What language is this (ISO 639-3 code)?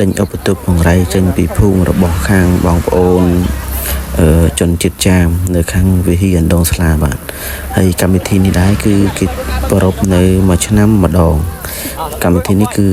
khm